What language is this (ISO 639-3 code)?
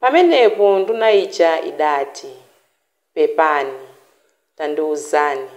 nya